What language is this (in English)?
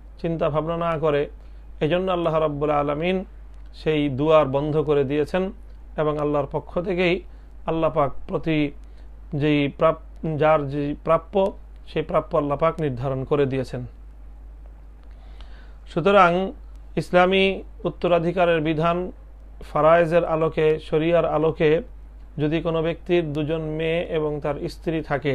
Bangla